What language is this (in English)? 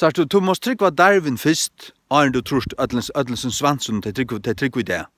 Faroese